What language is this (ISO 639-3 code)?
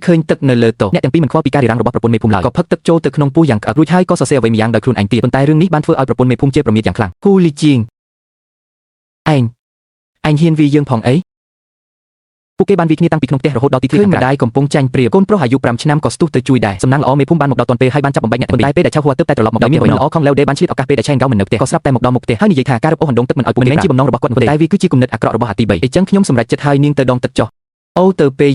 khm